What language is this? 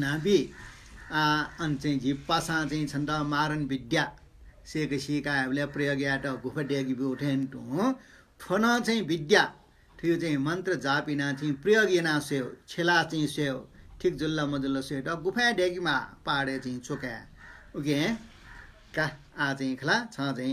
Newari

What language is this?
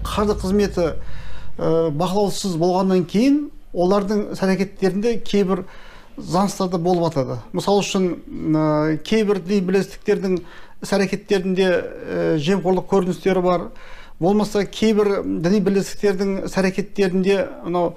Kazakh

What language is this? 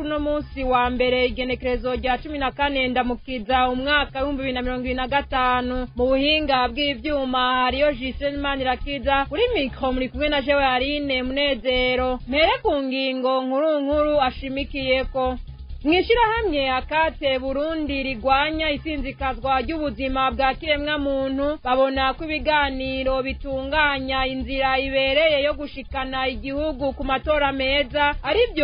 Rundi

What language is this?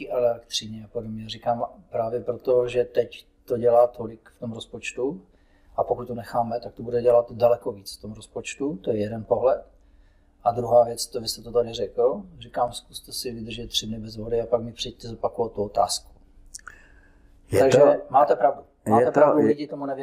Czech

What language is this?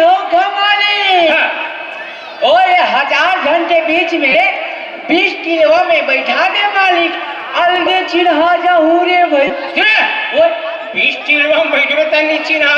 Chhattisgarhi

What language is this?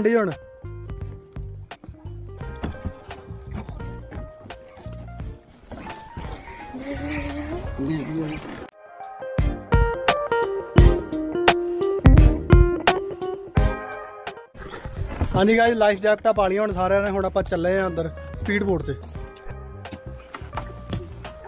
Punjabi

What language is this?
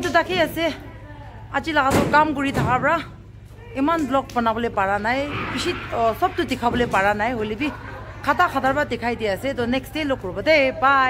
Naga Pidgin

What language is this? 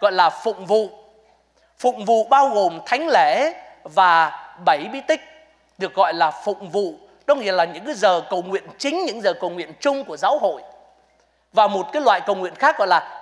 Vietnamese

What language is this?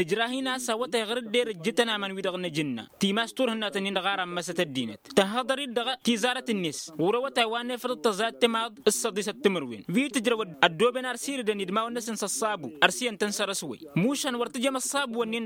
Tamasheq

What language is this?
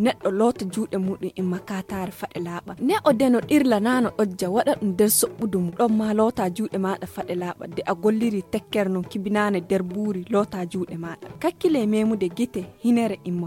Nigerian Fulfulde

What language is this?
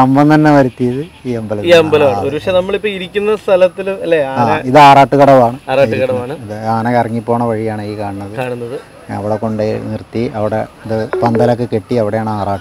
Malayalam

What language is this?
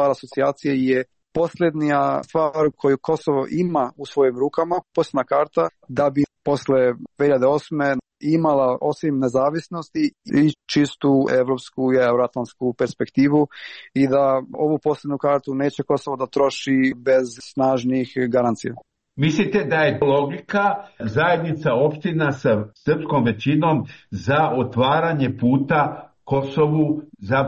Serbian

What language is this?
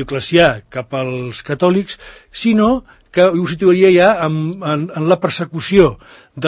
Catalan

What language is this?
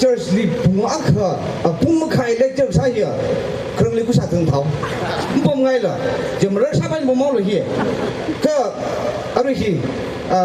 Tangkhul Naga (India)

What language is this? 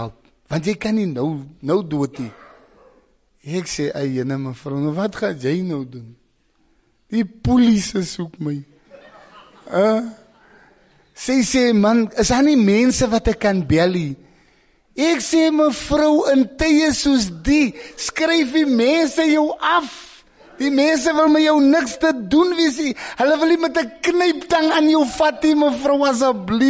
Afrikaans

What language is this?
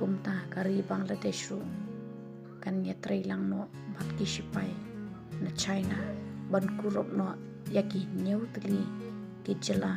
Khasi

